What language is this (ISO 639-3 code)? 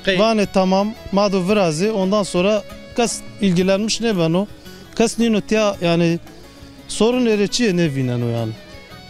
zza